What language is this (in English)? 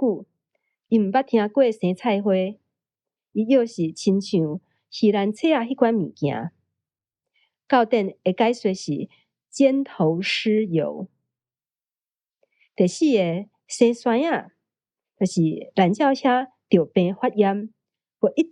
Min Nan Chinese